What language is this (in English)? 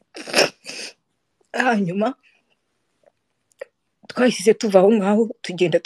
Kinyarwanda